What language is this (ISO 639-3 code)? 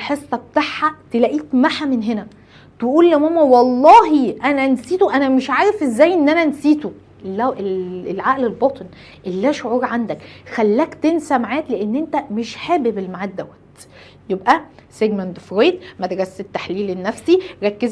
arz